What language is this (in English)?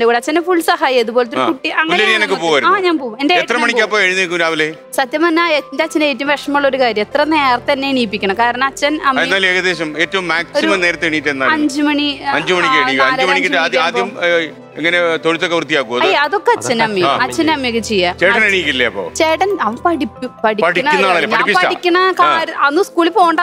Malayalam